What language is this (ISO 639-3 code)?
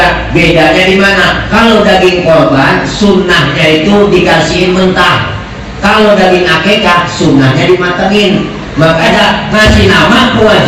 bew